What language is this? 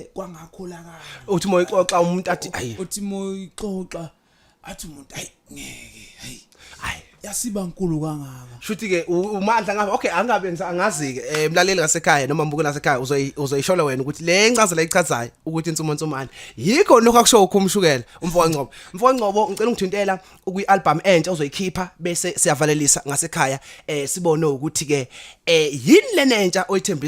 Zulu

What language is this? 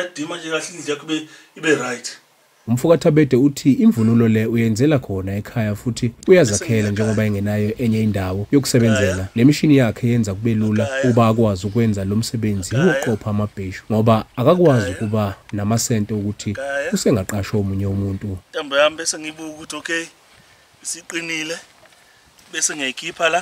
Zulu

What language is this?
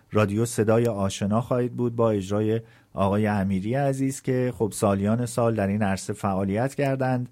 Persian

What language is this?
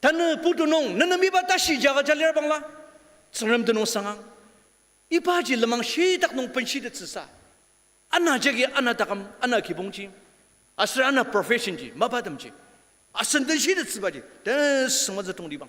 Ao Naga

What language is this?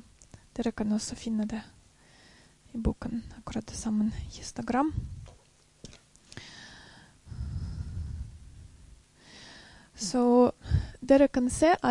Norwegian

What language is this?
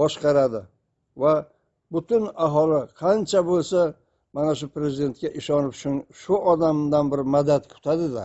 Uzbek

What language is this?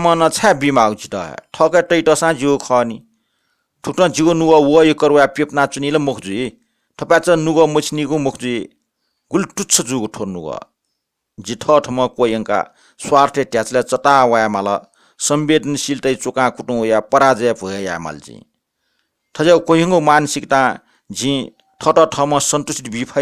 Newari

